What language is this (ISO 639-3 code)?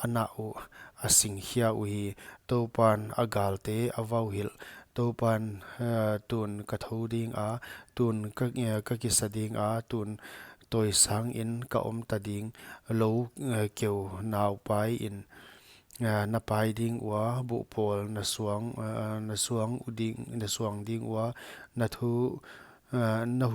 pck